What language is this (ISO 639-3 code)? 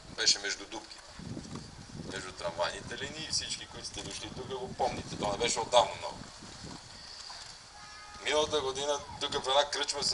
bul